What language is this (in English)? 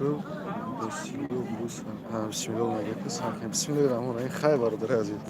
Tajik